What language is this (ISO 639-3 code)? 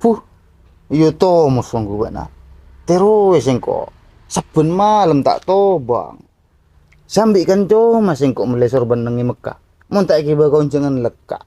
mad